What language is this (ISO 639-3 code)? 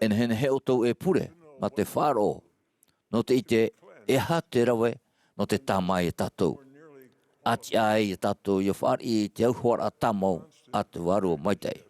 tah